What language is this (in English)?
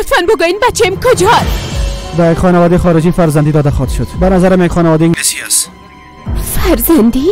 Persian